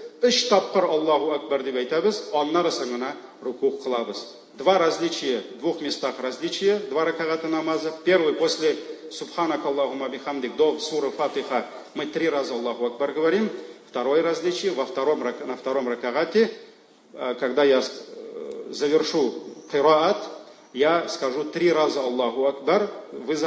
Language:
Tatar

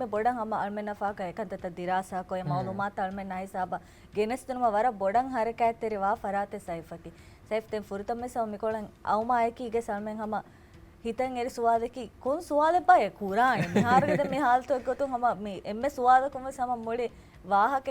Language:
Divehi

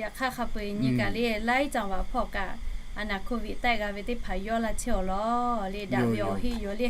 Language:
Lahu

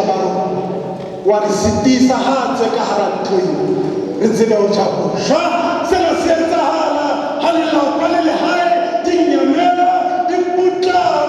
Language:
Southern Sotho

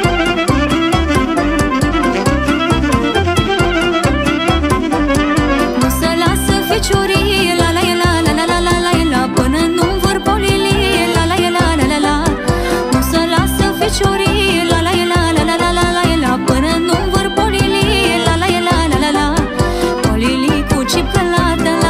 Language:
Romanian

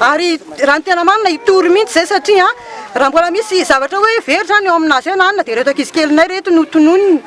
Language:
Malagasy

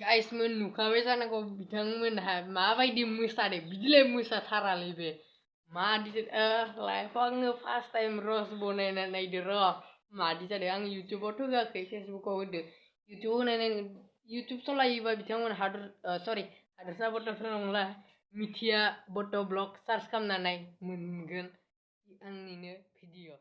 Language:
Bodo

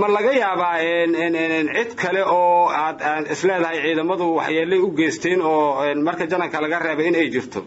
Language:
Somali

